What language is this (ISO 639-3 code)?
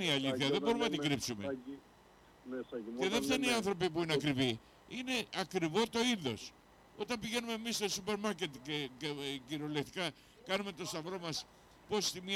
ell